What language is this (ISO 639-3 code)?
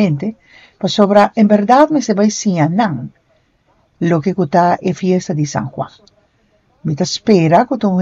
pap